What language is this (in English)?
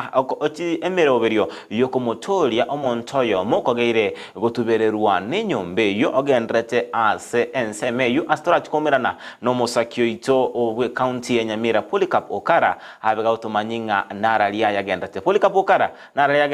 Gusii